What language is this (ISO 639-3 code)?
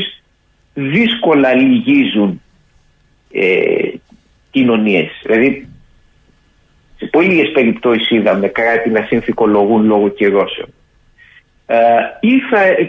ell